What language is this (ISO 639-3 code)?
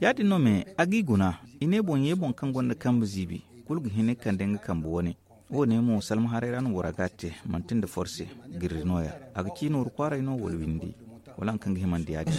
dje